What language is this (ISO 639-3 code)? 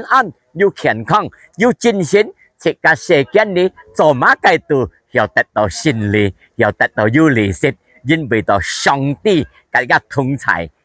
hak